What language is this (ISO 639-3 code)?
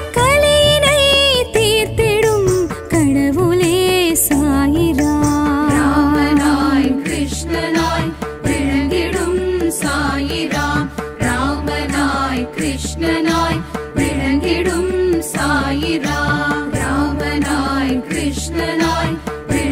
tam